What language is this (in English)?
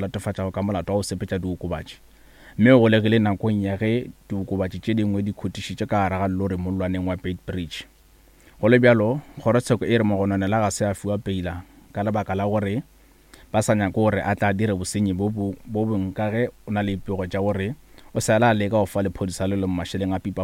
Northern Sotho